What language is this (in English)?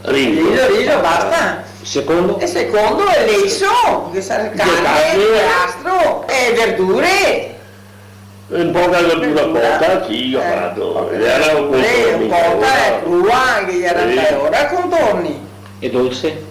Venetian